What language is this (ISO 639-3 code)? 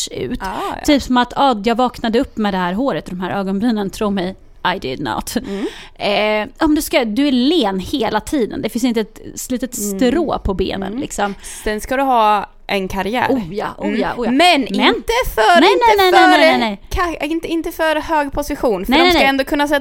swe